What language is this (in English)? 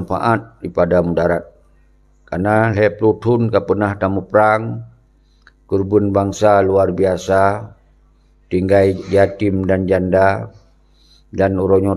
Achinese